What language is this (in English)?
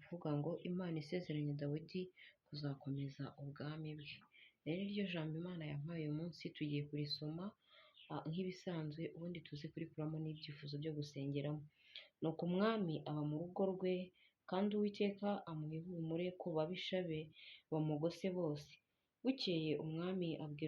Kinyarwanda